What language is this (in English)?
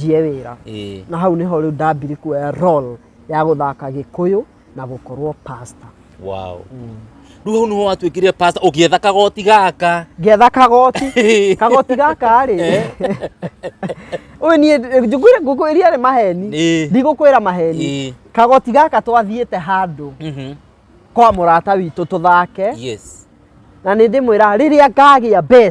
Kikuyu